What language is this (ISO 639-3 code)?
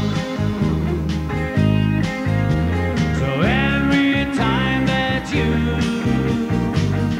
swe